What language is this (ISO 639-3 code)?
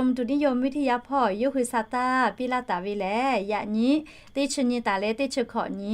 lhu